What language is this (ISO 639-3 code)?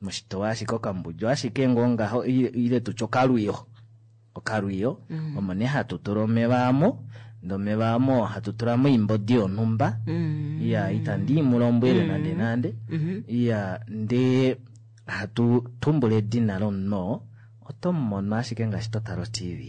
kua